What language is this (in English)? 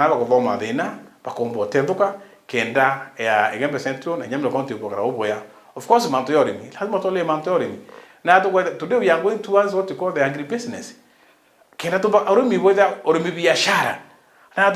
Meru